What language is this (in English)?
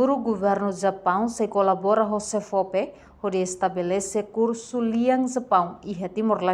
Tetum